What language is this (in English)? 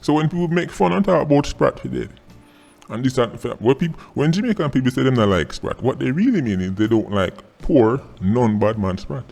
Jamaican Creole English